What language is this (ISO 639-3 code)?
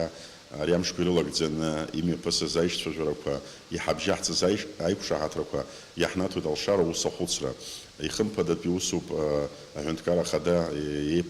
abk